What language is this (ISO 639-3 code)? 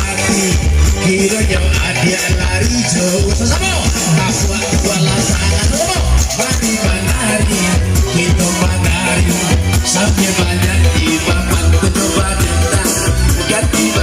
min